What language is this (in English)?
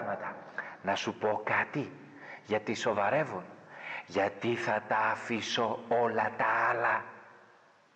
Greek